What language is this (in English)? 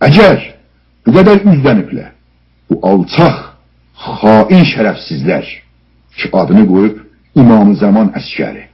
South Azerbaijani